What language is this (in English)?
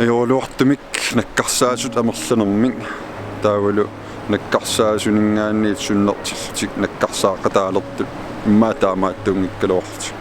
Kalaallisut